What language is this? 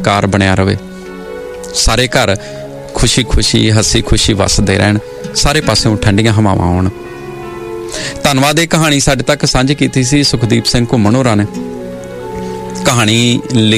Punjabi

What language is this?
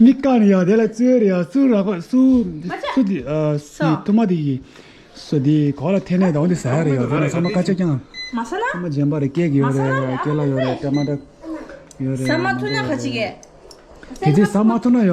Tibetan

